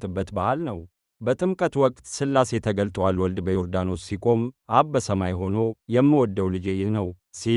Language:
Amharic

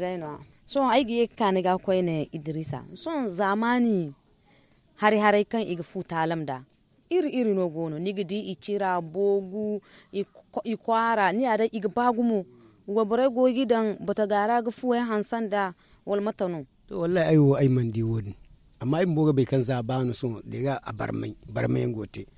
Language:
Zarma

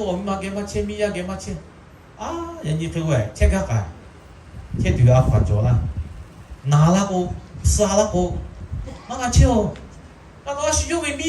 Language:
Lahu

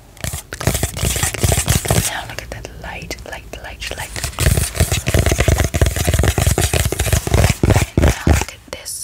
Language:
English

